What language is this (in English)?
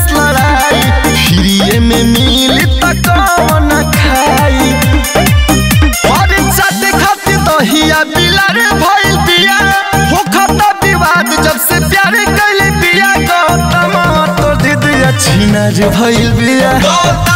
Bhojpuri